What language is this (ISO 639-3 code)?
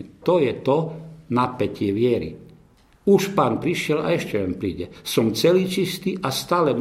slk